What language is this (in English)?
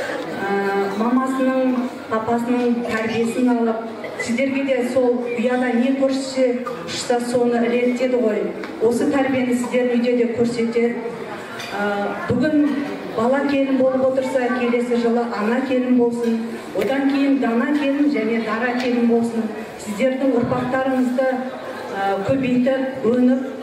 Kazakh